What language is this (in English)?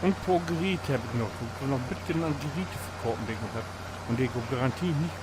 Low German